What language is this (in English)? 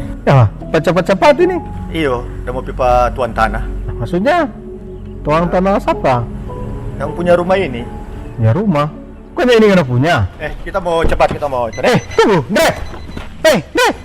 Manado Malay